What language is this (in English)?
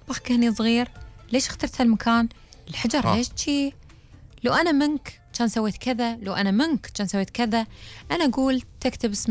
Gulf Arabic